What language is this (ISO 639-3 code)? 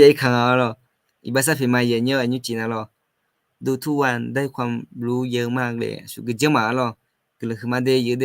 ahk